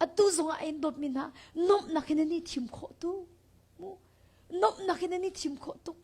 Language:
Hakha Chin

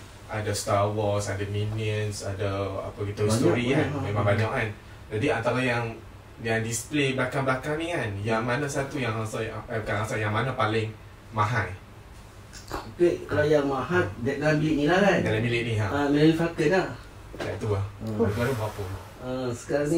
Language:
Malay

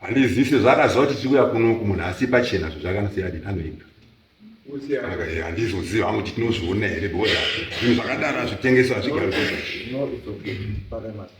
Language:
Shona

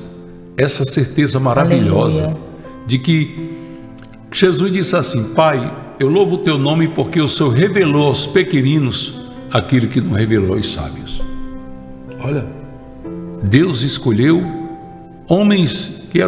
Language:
Portuguese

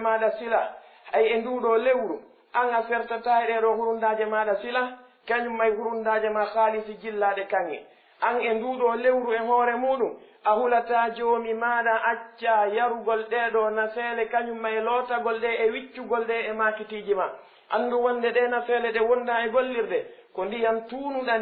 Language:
Fula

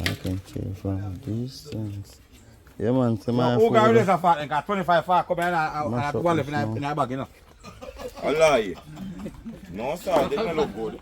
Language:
Jamaican Creole English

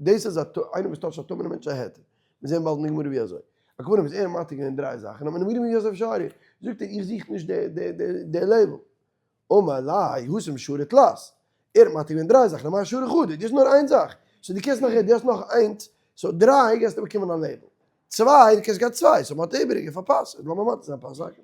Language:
Yiddish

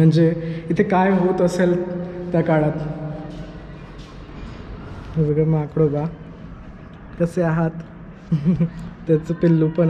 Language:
Marathi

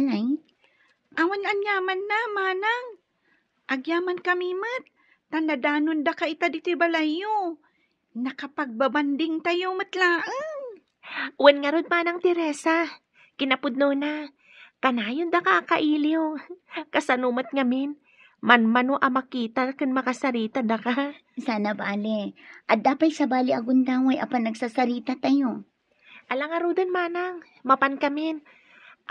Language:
Iloko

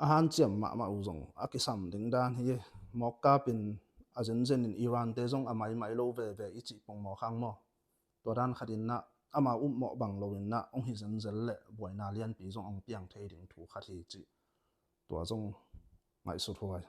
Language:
Tedim Chin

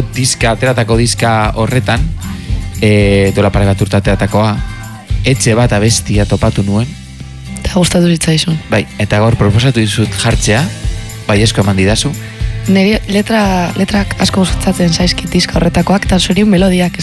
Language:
Basque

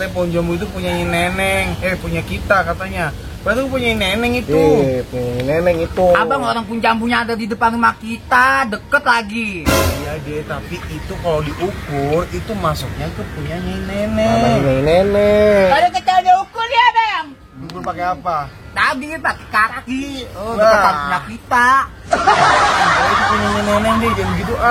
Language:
Betawi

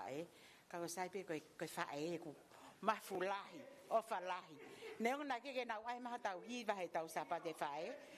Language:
Tongan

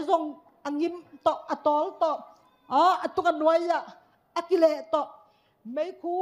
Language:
Tedim Chin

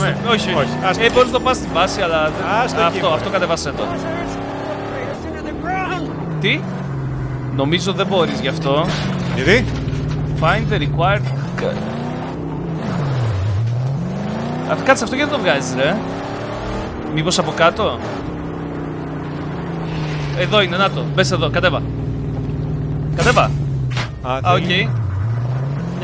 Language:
Greek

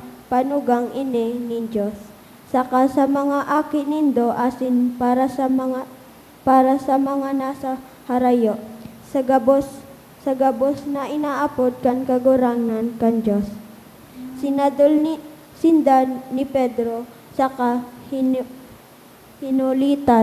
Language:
Bikol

